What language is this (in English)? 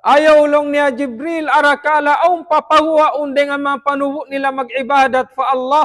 Tausug